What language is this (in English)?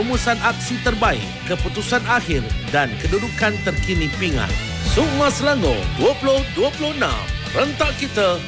Malay